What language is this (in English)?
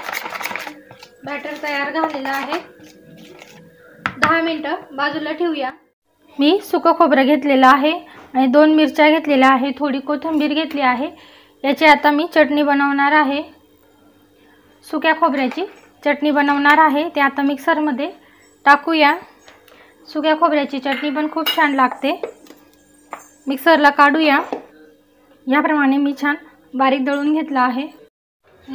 Marathi